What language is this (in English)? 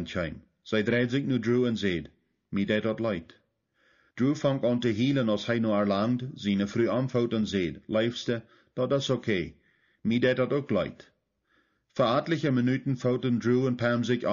Plautdietsch